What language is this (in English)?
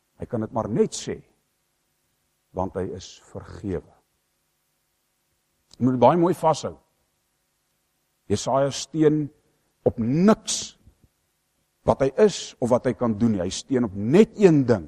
Afrikaans